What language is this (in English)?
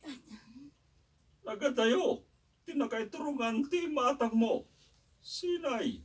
Iloko